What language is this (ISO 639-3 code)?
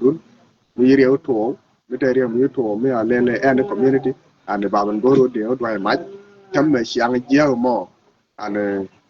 nus